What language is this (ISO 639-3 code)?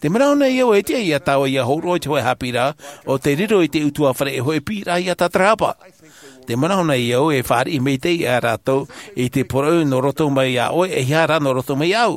tah